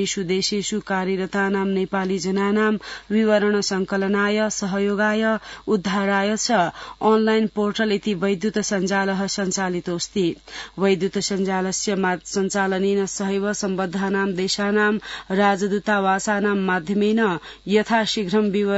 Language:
Sanskrit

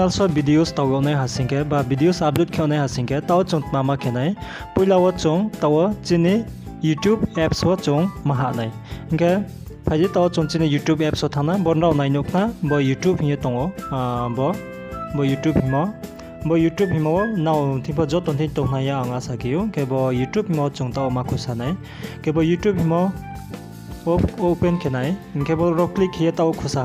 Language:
Riang (India)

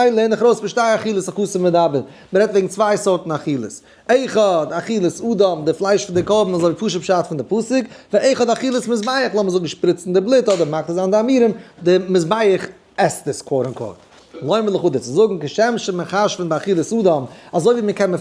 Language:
Yiddish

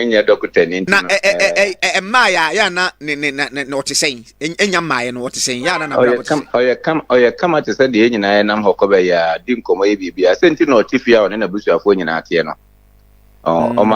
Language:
Akan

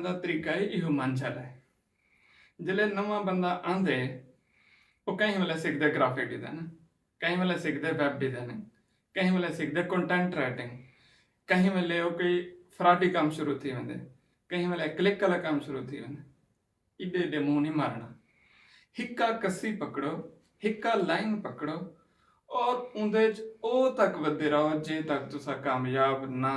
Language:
Saraiki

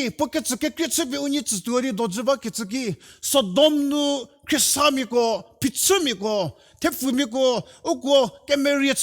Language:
Angami Naga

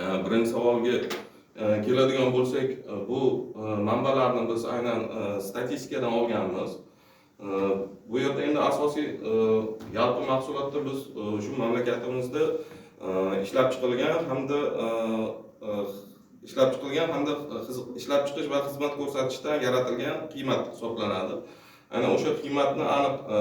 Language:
Uzbek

